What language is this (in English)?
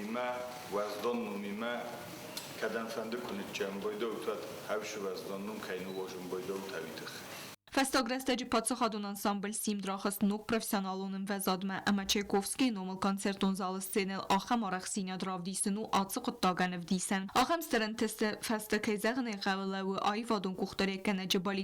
Ossetic